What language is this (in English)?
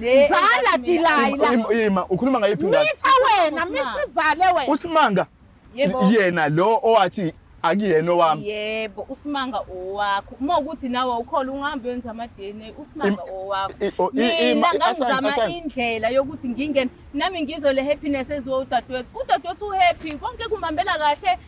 Zulu